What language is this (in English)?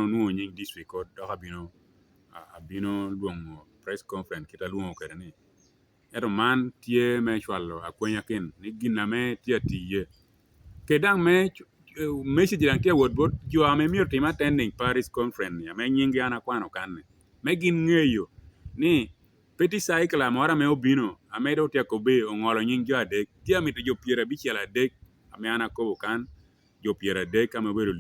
Lango (Uganda)